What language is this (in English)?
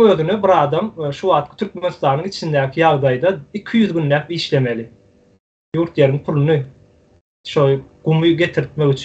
Turkmen